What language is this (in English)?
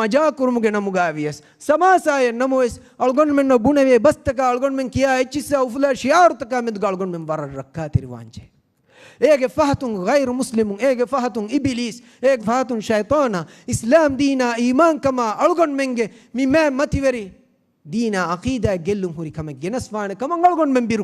Divehi